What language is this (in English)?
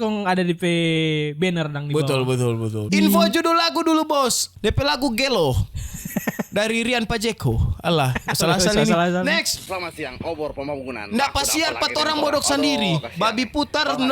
Manado Malay